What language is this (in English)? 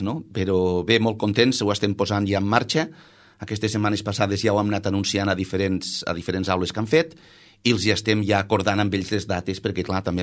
Catalan